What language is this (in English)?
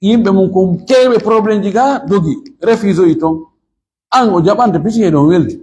Fula